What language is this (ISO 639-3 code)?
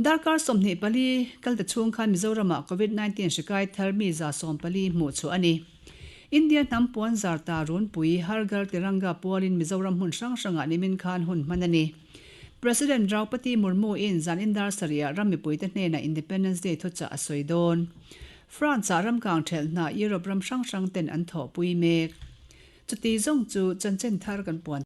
lus